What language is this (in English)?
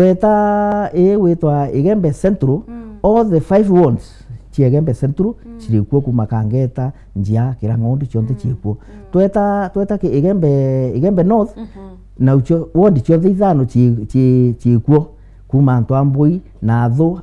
Meru